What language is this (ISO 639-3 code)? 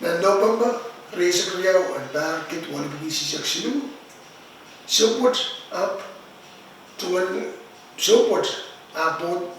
pon